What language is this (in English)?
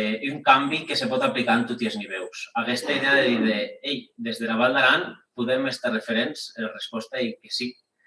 Occitan